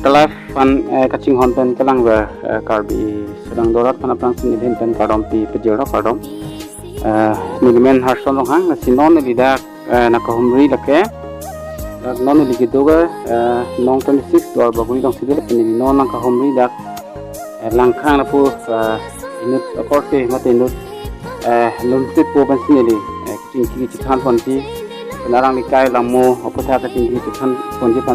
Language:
Karbi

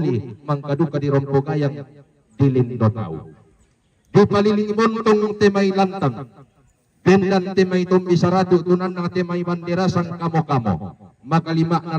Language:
Toraja-Sa'dan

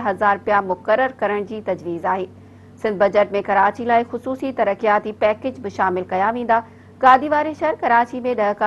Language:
Sindhi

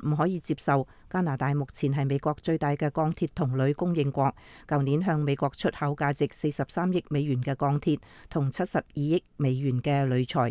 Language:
Cantonese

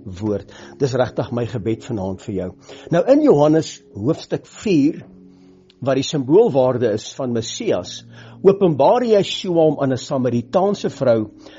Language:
Afrikaans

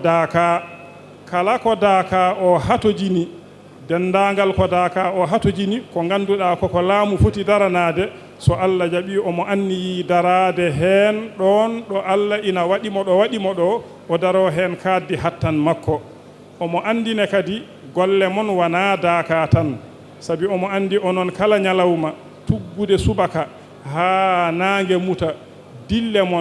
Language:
Fula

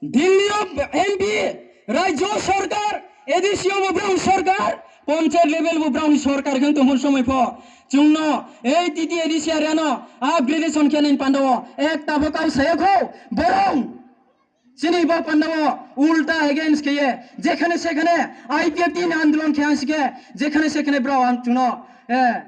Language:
Riang (India)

